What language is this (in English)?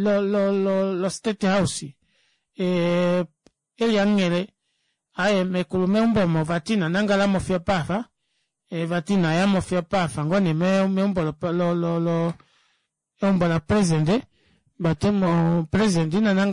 Kuanyama